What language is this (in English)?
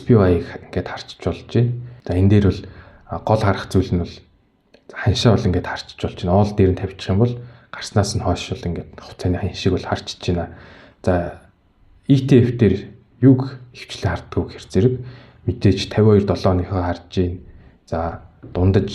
Mongolian